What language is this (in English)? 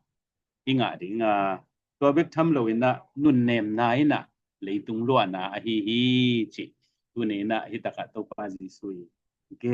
Tedim Chin